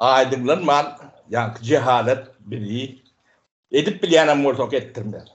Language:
Turkmen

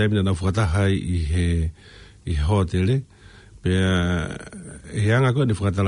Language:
Tongan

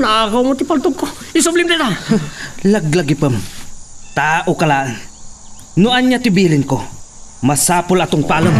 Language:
Iloko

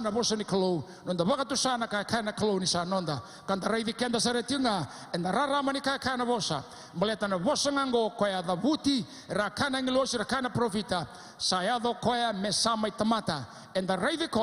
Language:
Fijian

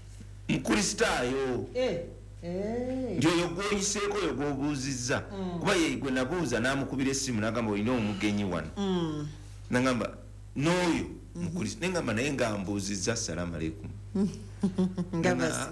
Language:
Ganda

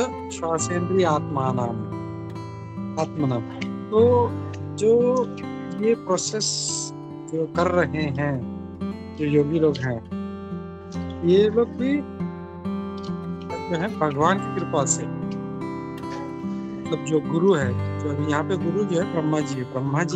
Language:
Hindi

